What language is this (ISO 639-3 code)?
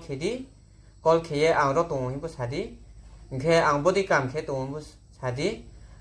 trp